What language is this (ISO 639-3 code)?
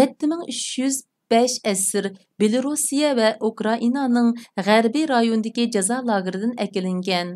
uig